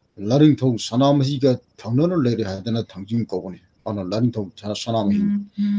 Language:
Manipuri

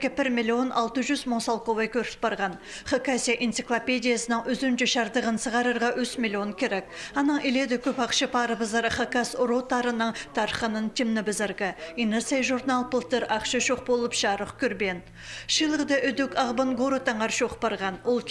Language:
Khakas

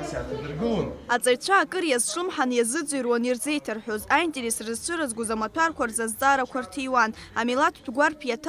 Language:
Abkhazian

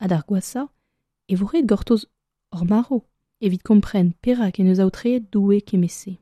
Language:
Breton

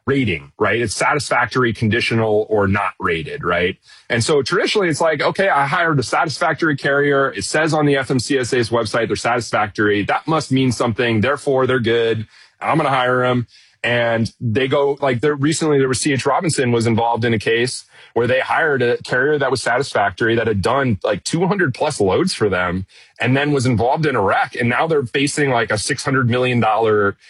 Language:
English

